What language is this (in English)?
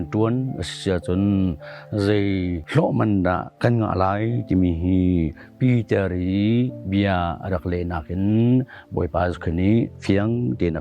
Hakha Chin